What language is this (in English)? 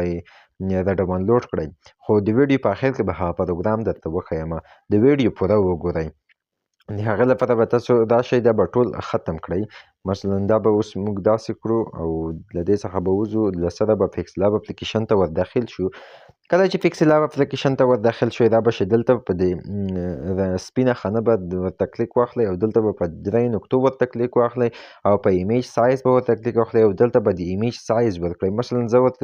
Pashto